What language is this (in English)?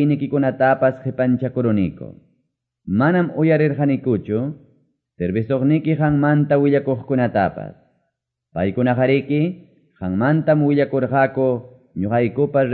Quechua